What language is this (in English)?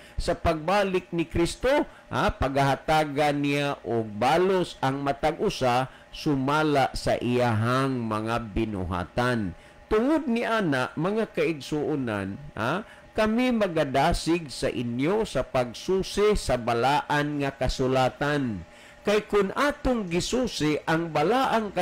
Cebuano